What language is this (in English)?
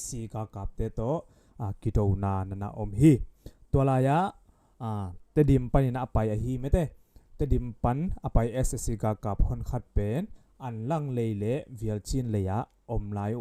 Tedim Chin